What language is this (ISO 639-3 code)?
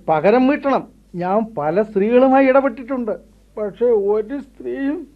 mal